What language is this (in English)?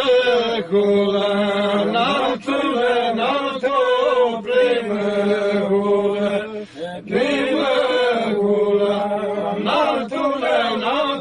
Aromanian